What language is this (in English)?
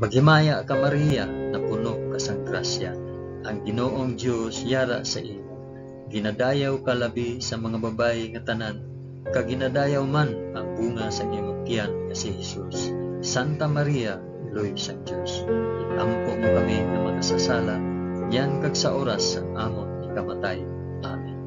Hiligaynon